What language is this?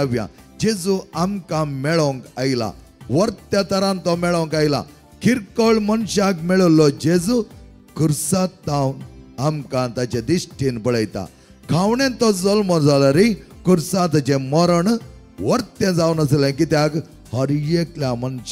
Konkani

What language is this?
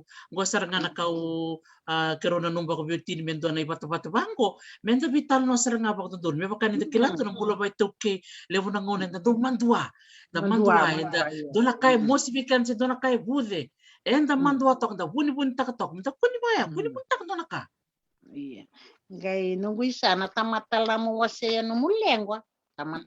Fijian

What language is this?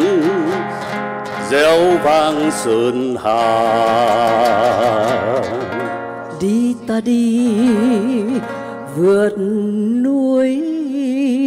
Vietnamese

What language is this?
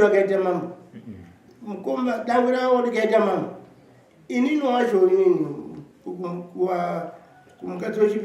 Shona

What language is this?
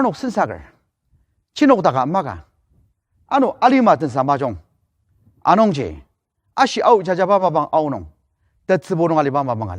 Ao Naga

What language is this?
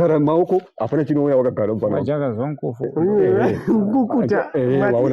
Shona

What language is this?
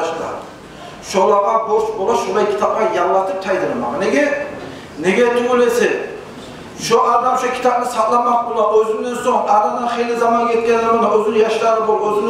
Kumyk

